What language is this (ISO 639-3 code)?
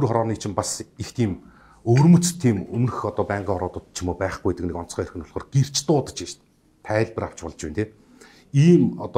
mon